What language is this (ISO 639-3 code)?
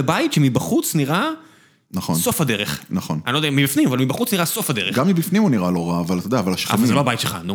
heb